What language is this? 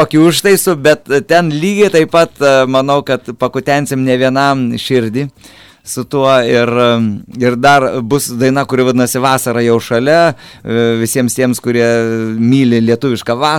Lithuanian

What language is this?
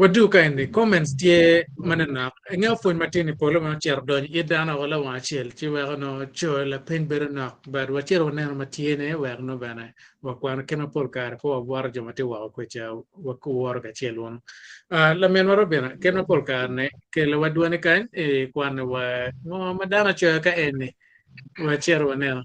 Acoli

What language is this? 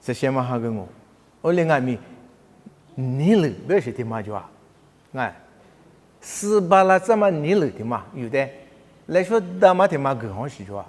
Lisu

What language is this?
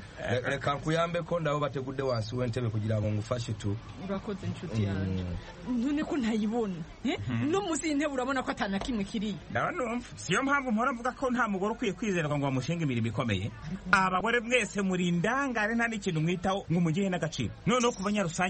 Kinyarwanda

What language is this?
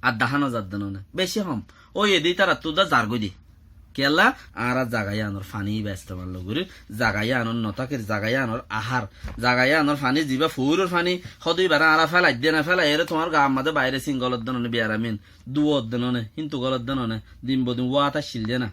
Rohingya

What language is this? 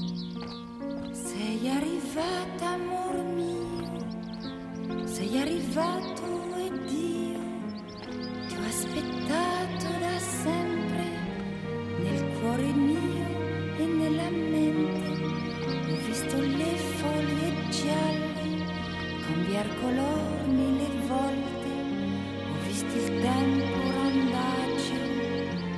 Italian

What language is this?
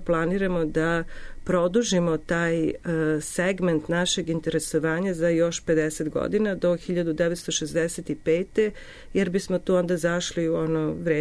Serbian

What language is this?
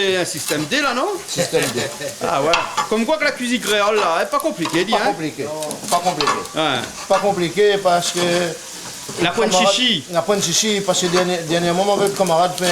Réunion Creole French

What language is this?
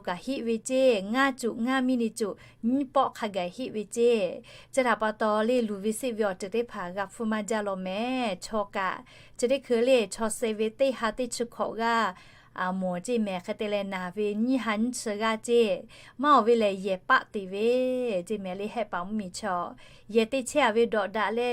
Lahu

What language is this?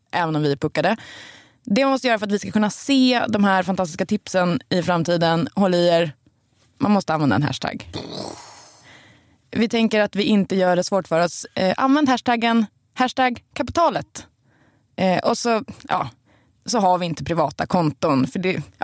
Swedish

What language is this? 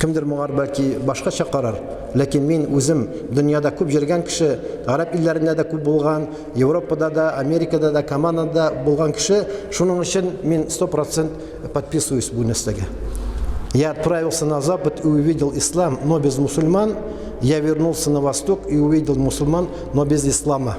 Tatar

